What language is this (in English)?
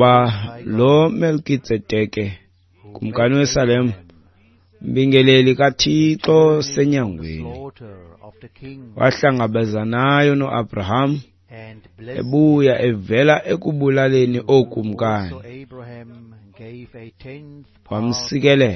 Xhosa